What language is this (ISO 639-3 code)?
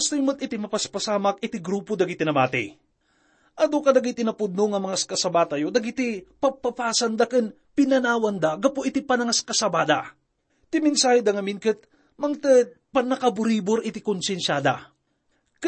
ilo